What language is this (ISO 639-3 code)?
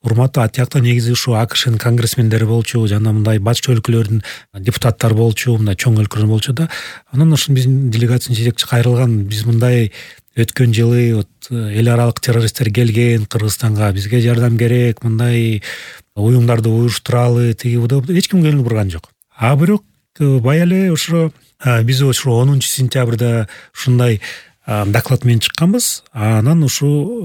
kir